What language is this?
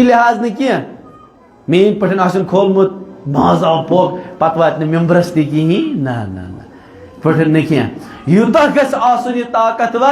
Kashmiri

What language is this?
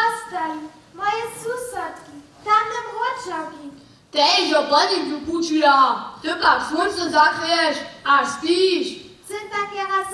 Upper Sorbian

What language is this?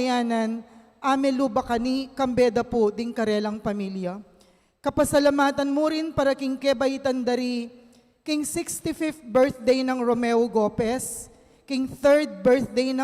Pampanga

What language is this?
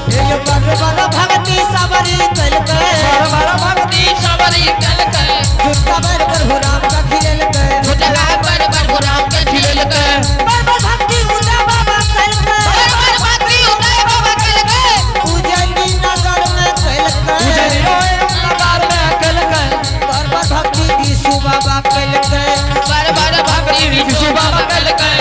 Angika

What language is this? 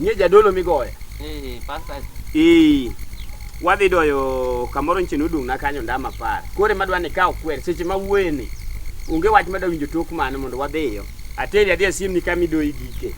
Luo (Kenya and Tanzania)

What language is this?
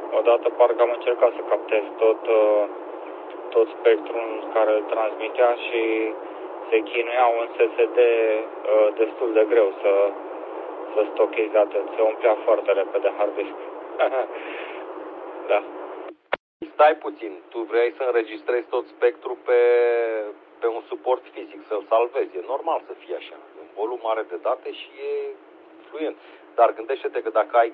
Romanian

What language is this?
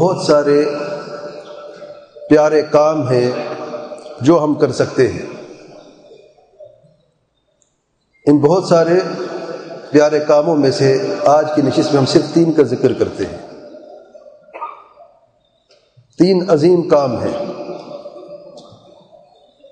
Urdu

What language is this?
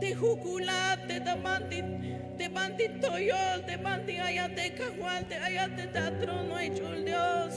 Tzeltal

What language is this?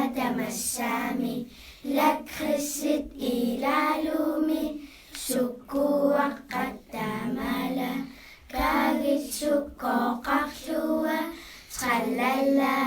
Kalaallisut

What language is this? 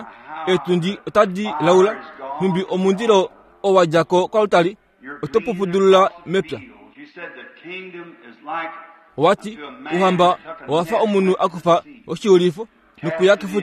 Kuanyama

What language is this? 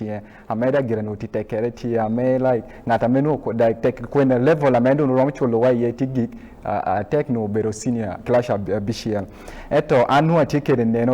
Acoli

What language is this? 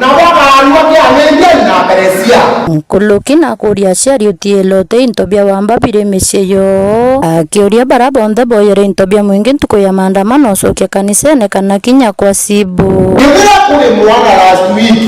Meru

